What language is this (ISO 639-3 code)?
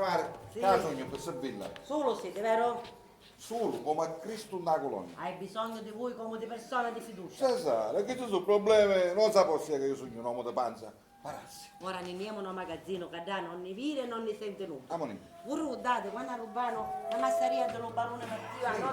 scn